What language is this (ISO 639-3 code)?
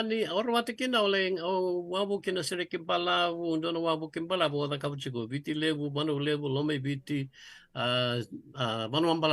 fij